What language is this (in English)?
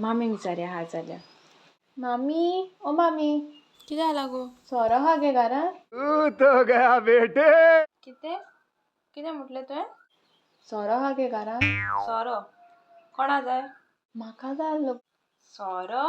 Konkani